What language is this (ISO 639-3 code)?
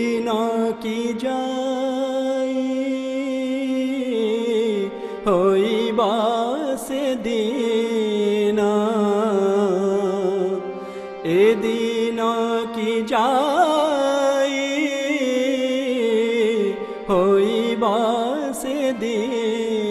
ori